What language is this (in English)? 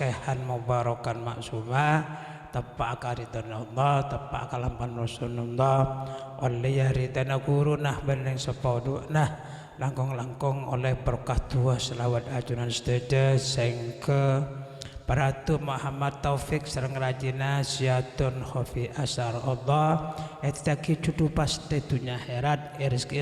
Madurese